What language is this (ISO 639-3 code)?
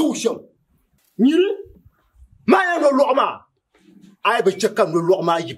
dag